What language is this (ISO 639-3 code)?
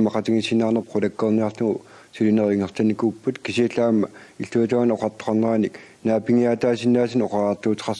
kal